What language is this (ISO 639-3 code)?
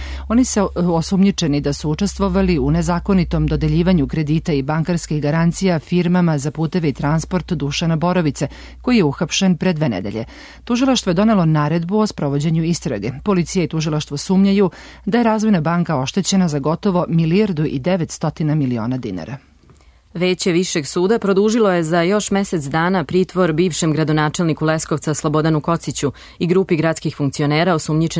srp